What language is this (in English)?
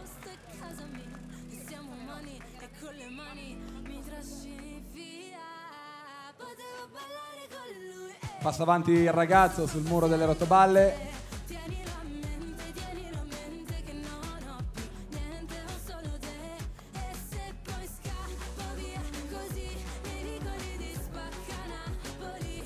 Italian